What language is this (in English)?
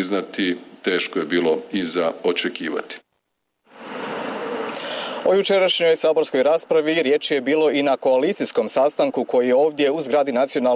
Croatian